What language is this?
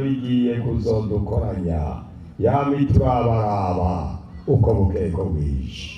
Rundi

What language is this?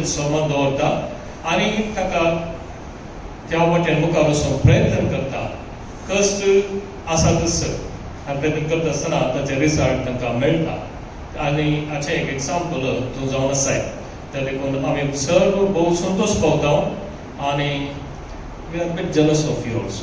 Konkani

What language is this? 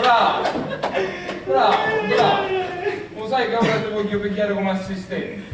Sicilian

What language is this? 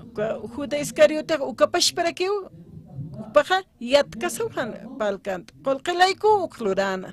Aymara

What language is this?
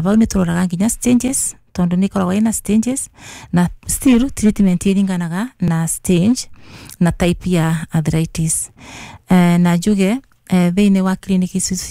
Kikuyu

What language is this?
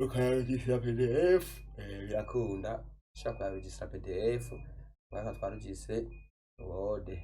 Rundi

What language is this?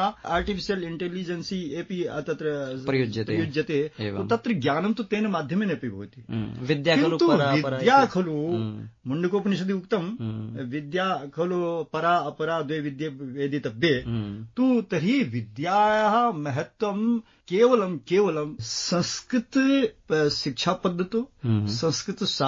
Sanskrit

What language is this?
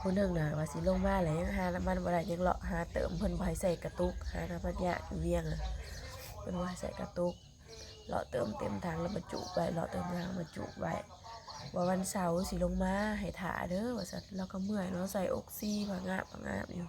Northeastern Thai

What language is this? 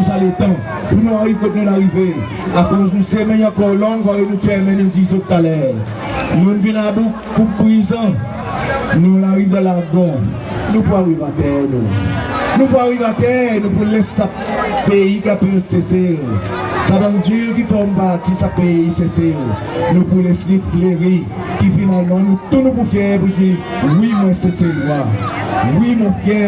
Seselwa Creole French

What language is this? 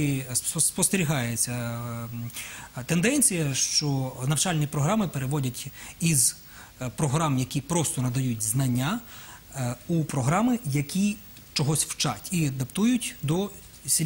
Ukrainian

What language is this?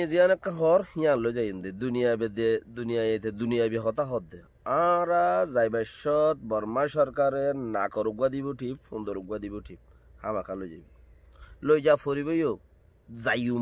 Rohingya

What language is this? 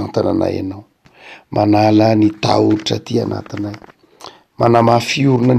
Malagasy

